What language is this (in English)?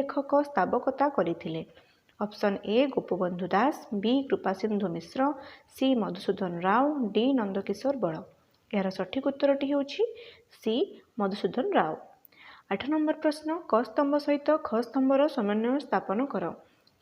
Odia